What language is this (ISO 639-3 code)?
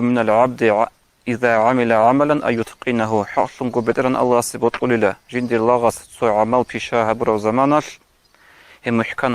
ava